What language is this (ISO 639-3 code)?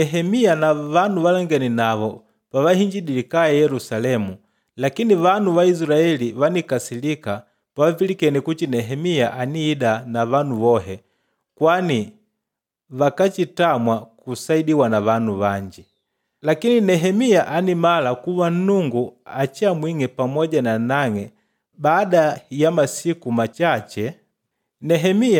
kde